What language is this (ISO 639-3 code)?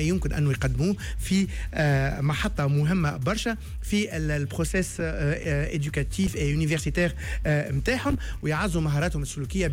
aeb